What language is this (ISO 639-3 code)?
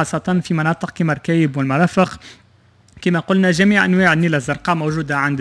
aeb